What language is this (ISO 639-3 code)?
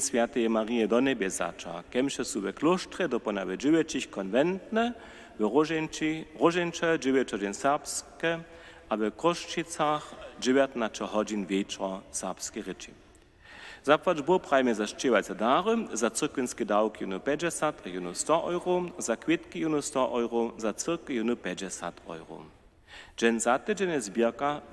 hsb